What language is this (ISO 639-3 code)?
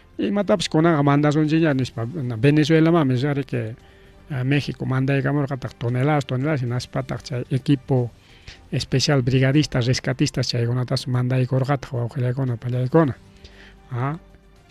quy